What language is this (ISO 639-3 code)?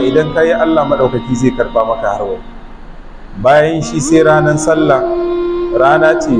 hau